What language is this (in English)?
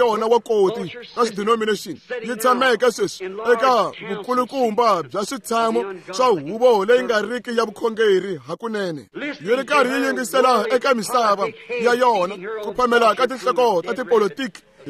Tsonga